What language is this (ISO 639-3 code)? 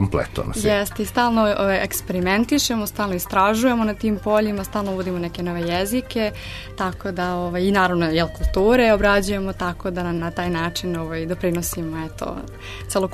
srp